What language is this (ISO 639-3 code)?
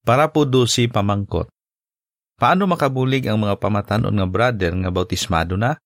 hil